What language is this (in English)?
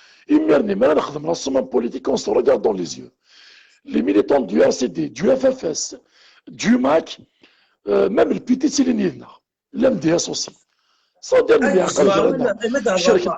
Kabyle